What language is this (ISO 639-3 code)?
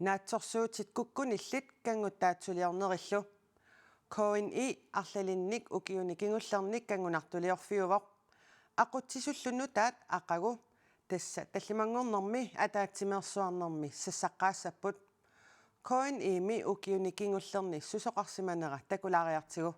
kal